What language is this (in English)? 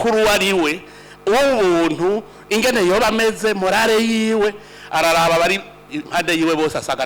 Rundi